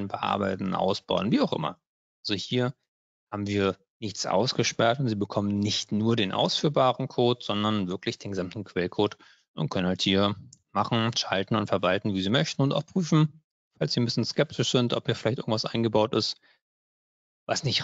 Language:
German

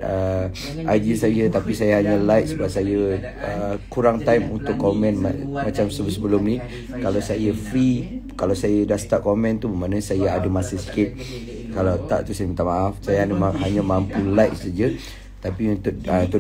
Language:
Malay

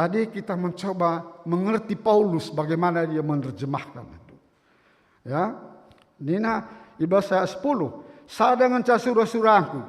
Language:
Batak Karo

